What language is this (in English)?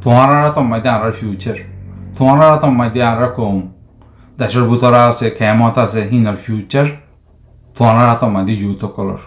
Rohingya